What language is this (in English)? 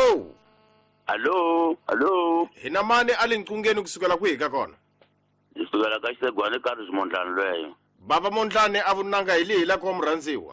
Tsonga